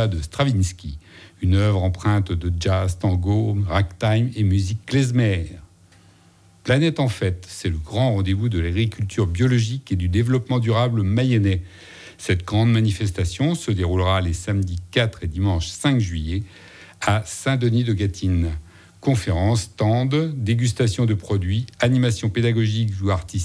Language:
French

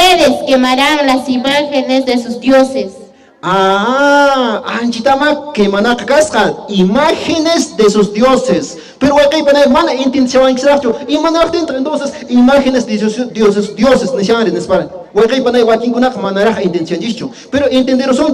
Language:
Quechua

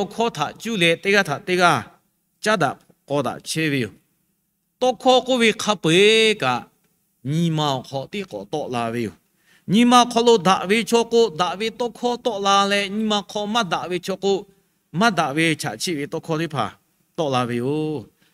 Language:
Lahu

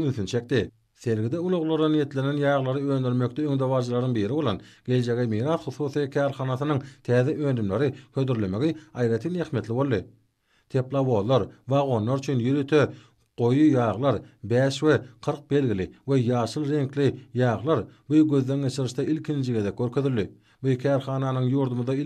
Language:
Turkmen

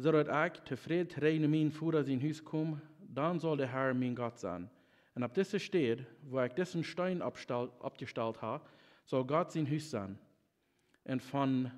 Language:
Plautdietsch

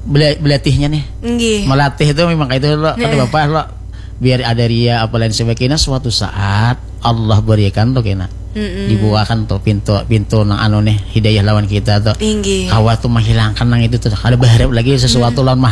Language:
Banjar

